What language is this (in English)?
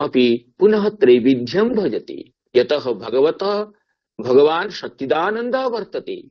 Sanskrit